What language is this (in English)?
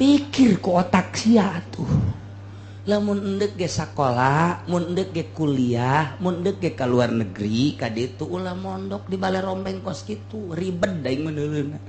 Sundanese